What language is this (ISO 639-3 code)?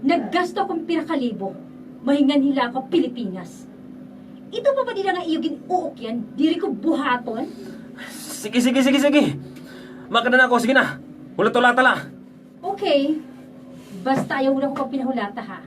war